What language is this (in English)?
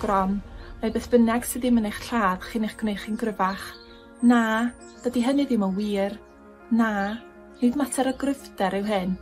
Welsh